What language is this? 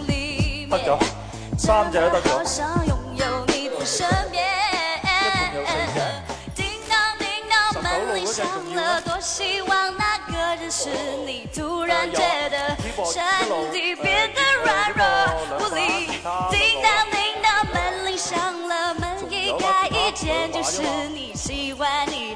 Chinese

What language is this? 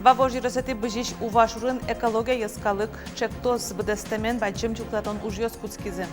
Udmurt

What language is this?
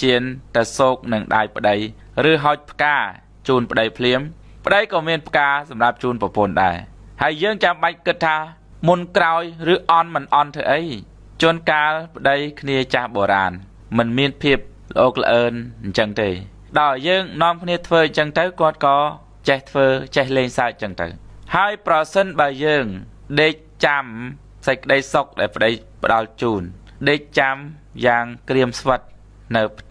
Khmer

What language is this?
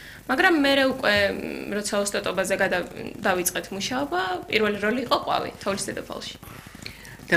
Georgian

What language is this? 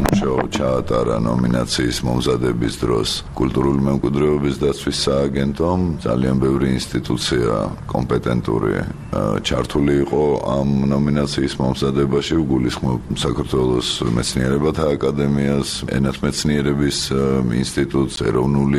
Georgian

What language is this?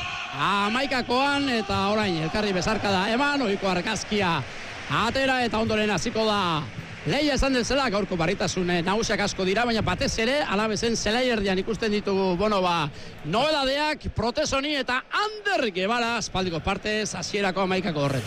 Basque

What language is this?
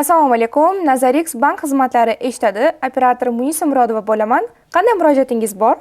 Uzbek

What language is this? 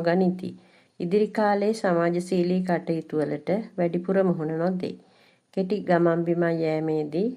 Sinhala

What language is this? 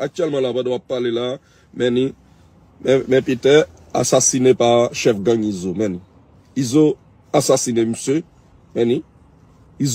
Haitian Creole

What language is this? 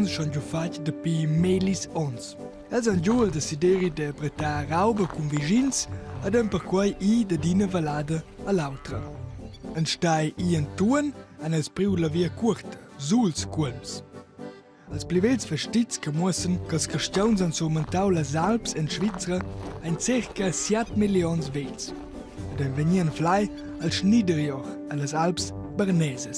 Romansh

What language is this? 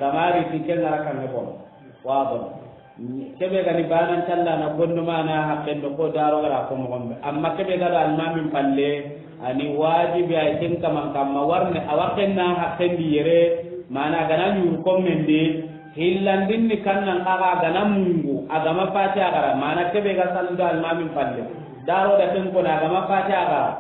Soninke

